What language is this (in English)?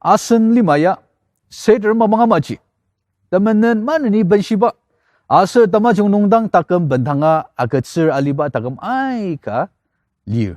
Ao Naga